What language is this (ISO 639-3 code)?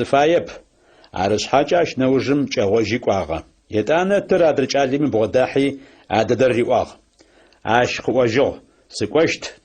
ady